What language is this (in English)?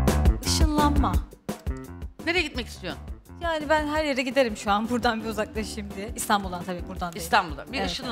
Turkish